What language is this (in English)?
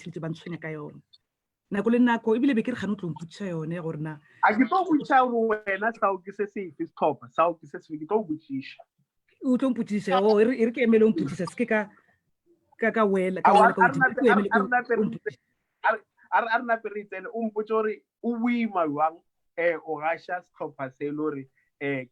Northern Sotho